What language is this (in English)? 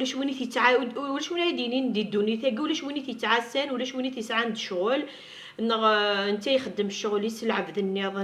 Kabyle